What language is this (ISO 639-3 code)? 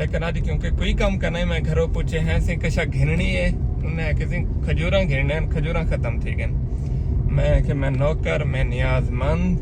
skr